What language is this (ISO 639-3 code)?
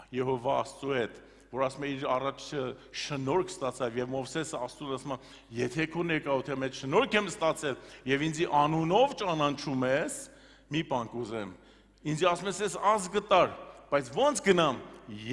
hye